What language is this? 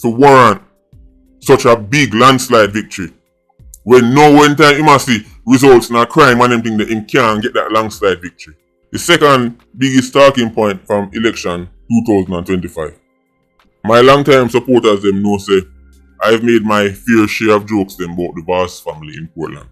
Jamaican Creole English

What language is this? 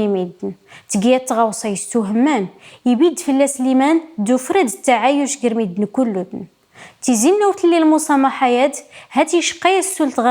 Kabyle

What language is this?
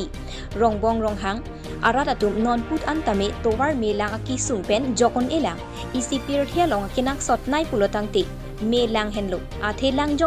Karbi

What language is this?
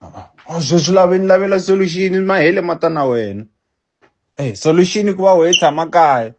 Tsonga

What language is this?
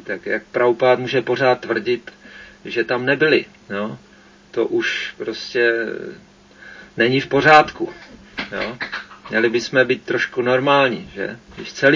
Czech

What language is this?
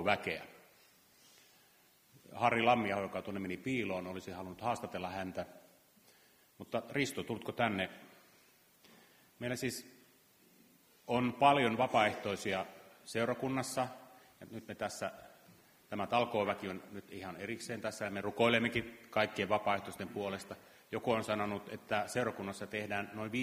Finnish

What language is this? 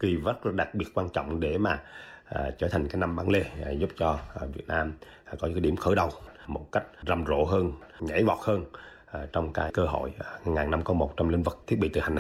Vietnamese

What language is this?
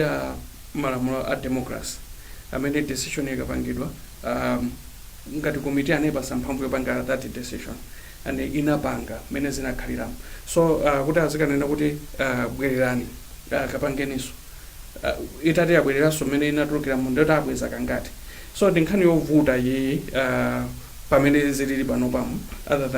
Nyanja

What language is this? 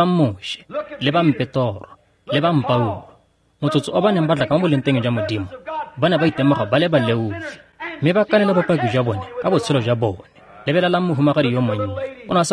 Tswana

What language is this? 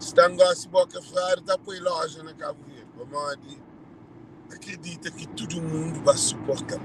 Kabuverdianu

